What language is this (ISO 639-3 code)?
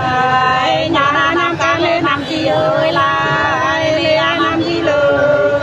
nut